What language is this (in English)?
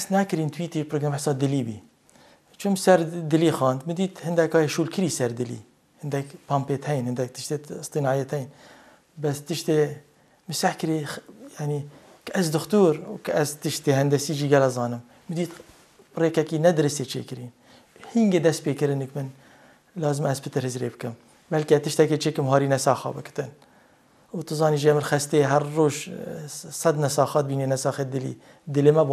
Kurdish